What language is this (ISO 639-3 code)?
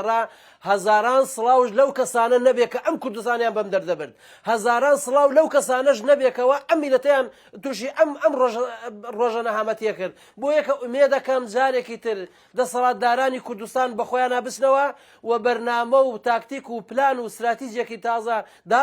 ckb